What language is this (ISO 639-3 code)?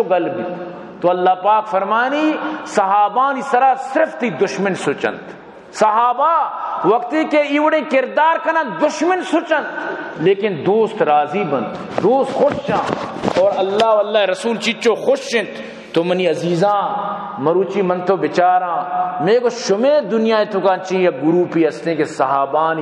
bal